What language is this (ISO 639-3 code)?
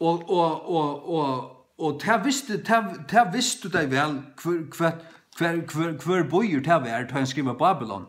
fao